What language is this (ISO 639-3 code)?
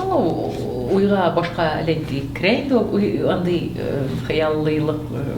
tat